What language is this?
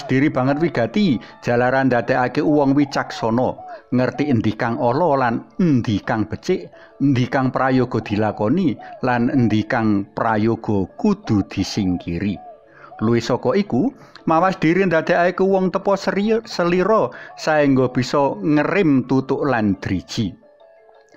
Javanese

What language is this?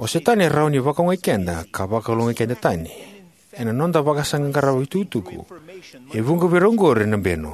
Fijian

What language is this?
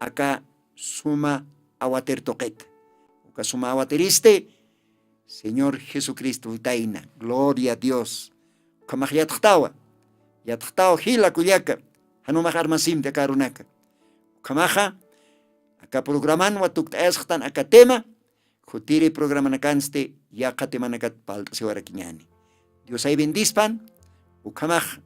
Aymara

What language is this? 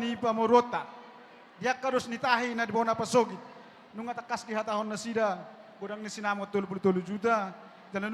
Batak Toba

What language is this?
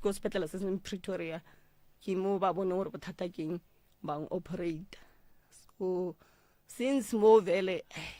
Northern Sotho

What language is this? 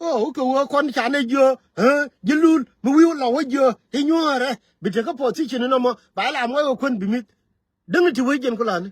Nuer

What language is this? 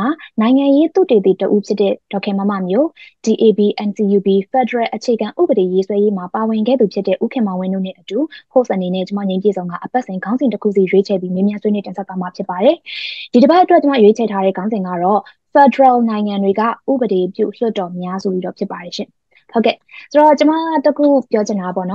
Burmese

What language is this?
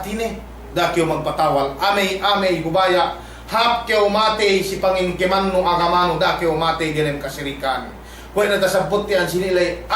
Yakan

